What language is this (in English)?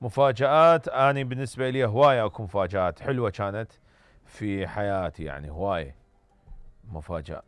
Mesopotamian Arabic